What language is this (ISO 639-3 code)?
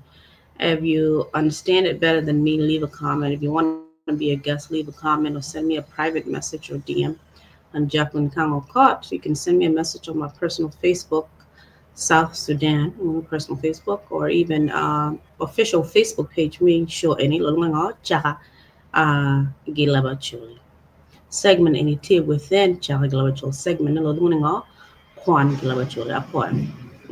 ach